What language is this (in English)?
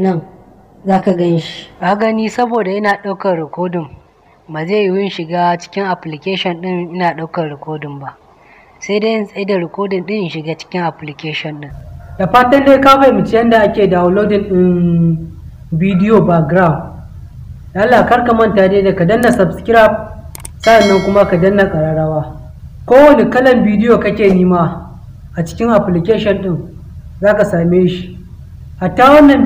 Hausa